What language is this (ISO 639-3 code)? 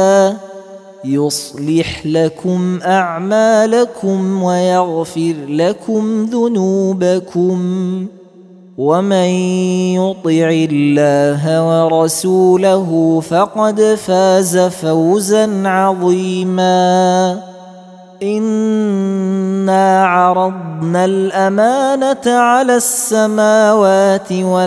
ara